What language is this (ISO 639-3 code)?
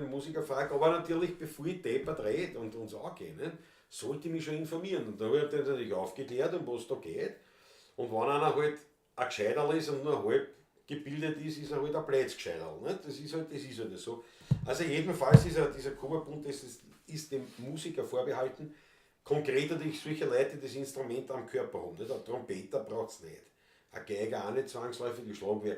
bar